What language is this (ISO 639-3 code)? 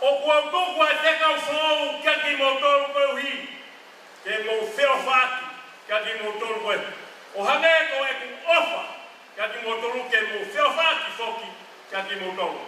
ton